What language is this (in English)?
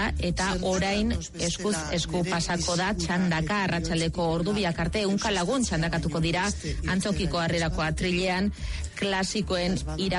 Basque